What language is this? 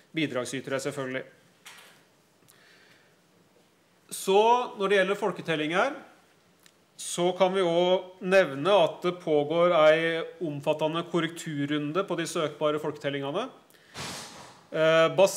Norwegian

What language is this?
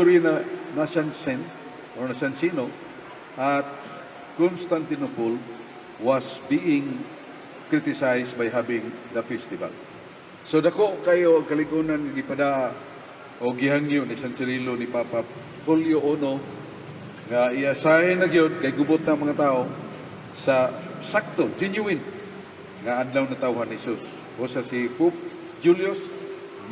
Cebuano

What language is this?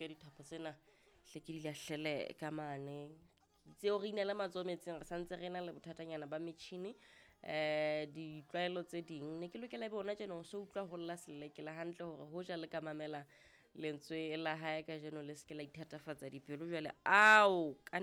Southern Sotho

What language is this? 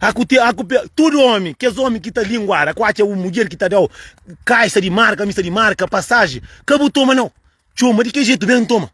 Kabuverdianu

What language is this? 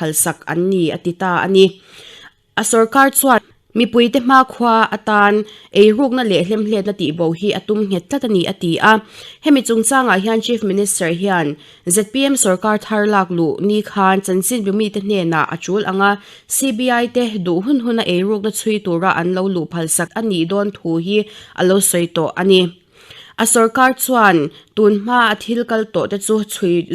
Mizo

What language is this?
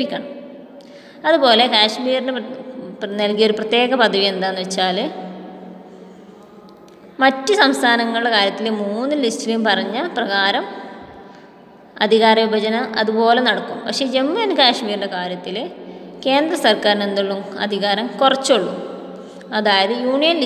Malayalam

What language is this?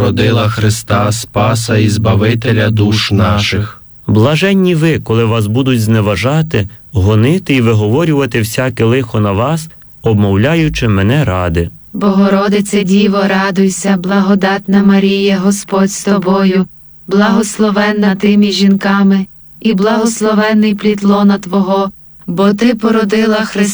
Ukrainian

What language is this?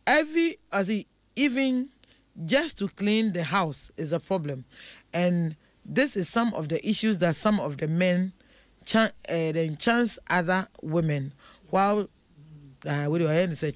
Akan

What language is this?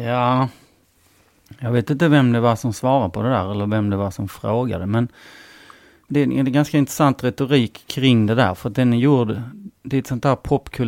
Swedish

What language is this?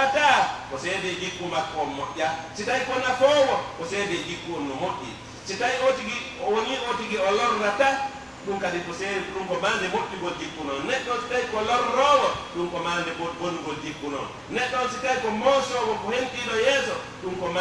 Pular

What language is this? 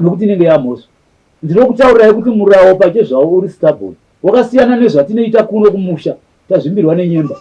Shona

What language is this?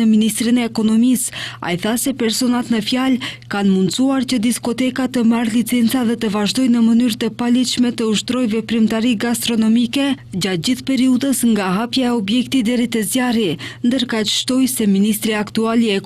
Albanian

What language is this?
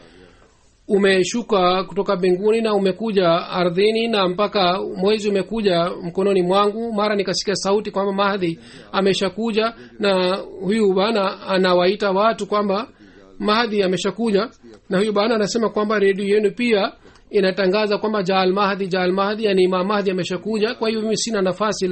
Swahili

